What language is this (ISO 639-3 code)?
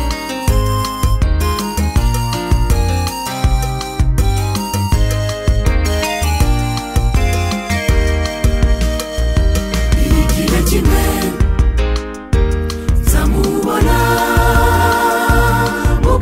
kin